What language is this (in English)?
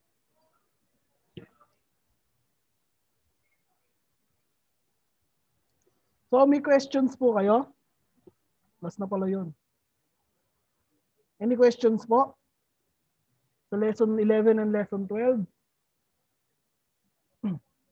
Filipino